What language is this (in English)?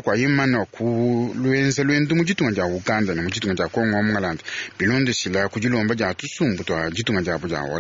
Luba-Lulua